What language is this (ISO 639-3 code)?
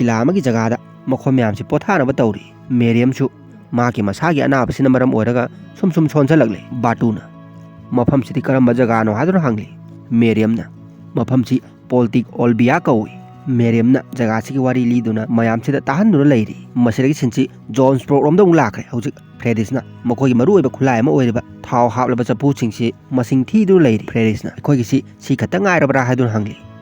mni